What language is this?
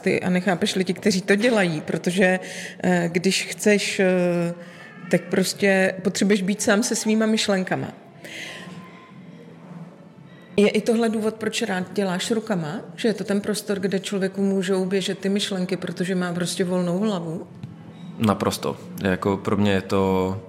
Czech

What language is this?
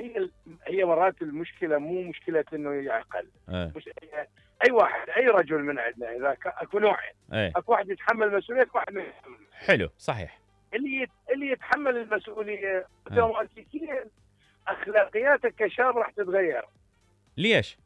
Mesopotamian Arabic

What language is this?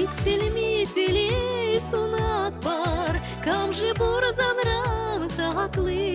Chuvash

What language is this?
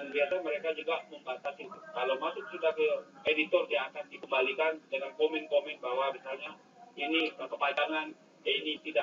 Indonesian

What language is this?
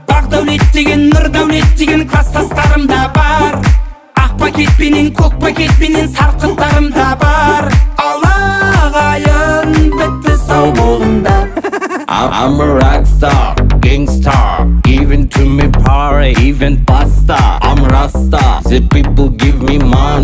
Kazakh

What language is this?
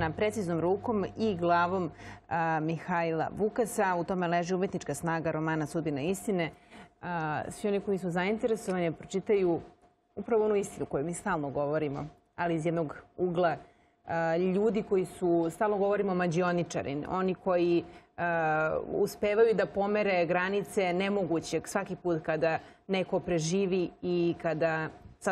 Serbian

